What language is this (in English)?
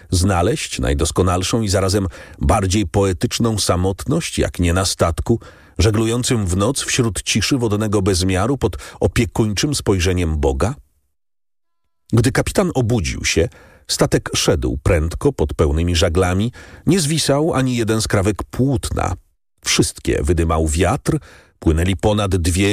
Polish